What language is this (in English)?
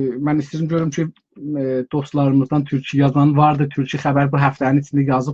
South Azerbaijani